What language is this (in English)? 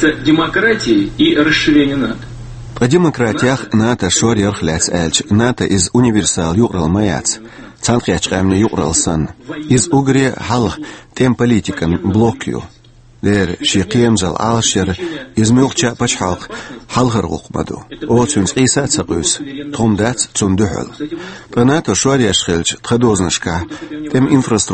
Chechen